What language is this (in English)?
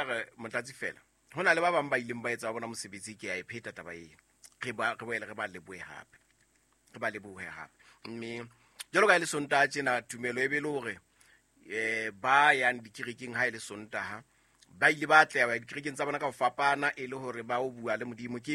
Southern Sotho